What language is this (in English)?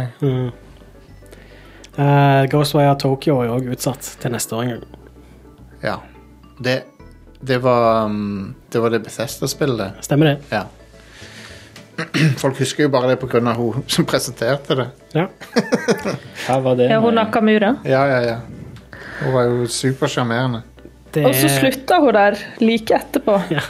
Norwegian